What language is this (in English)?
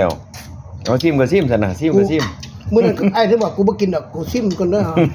Northeastern Thai